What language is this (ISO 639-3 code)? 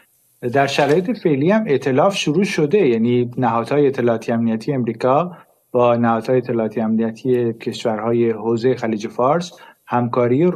fas